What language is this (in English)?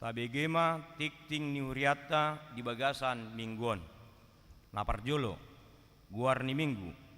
Batak Toba